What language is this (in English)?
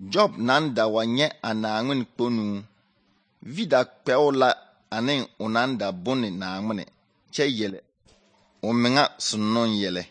Southern Dagaare